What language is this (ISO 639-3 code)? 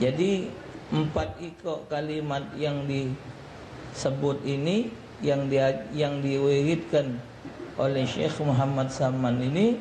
mui